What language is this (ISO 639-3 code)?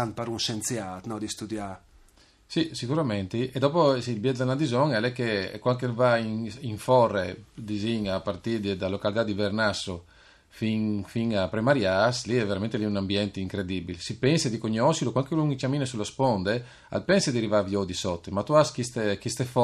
fur